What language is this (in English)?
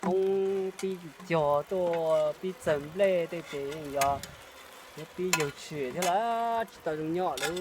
Hmong